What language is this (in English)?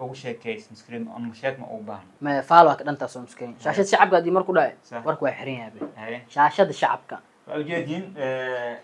Somali